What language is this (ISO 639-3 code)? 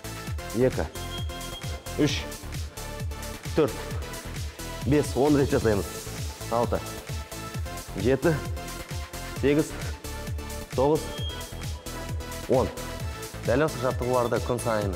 kaz